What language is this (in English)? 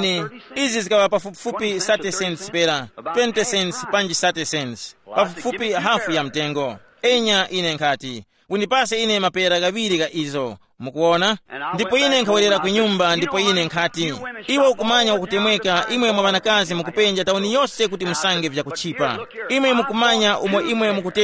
Tumbuka